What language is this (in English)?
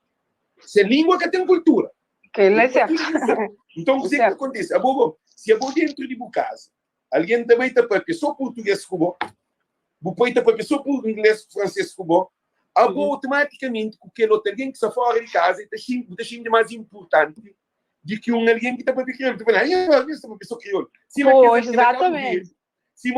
Kabuverdianu